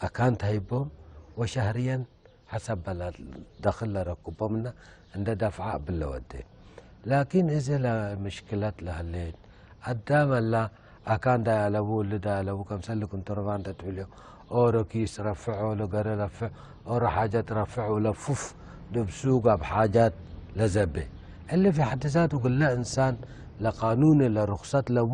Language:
Tigre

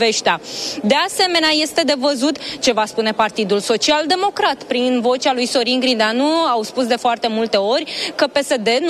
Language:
Romanian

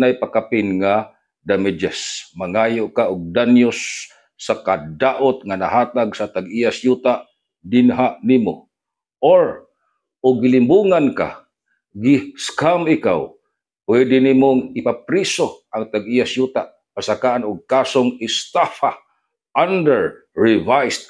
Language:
Cebuano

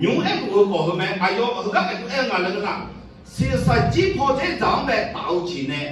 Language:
Akha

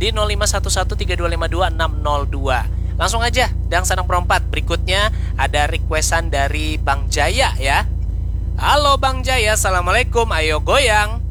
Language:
Banjar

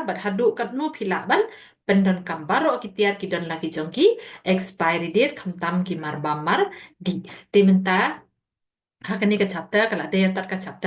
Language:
Khasi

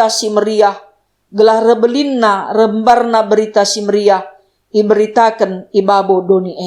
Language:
Batak Karo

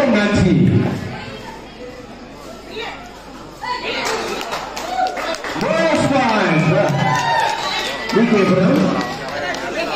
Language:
Tamil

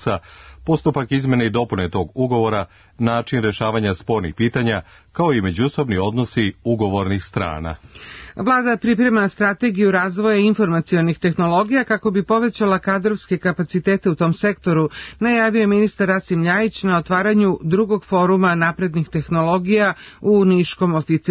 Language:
Serbian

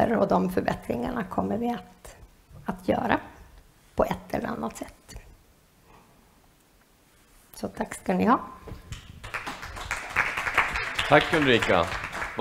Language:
Swedish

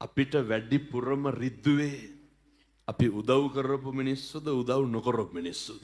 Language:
Sinhala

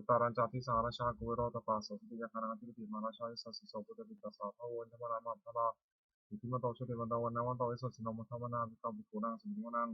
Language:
Pali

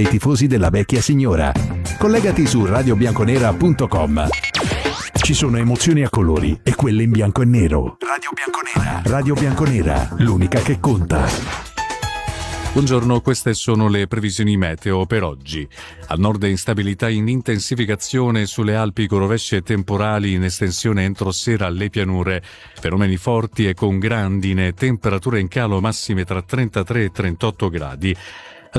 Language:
Italian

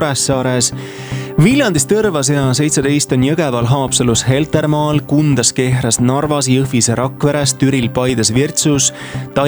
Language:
Estonian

